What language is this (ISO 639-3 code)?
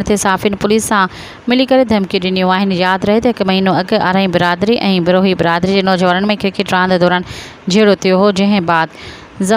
snd